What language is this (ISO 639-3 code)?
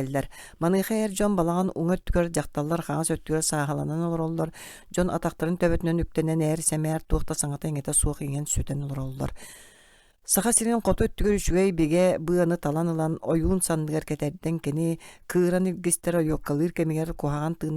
sah